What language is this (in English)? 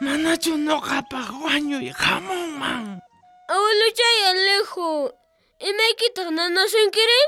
South Bolivian Quechua